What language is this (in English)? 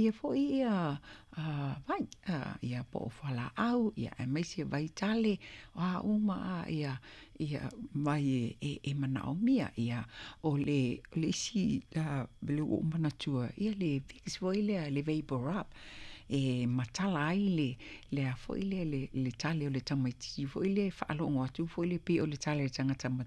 Samoan